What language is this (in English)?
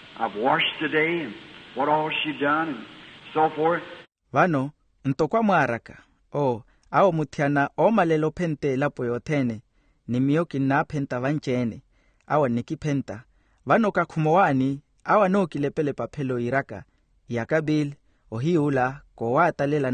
Makhuwa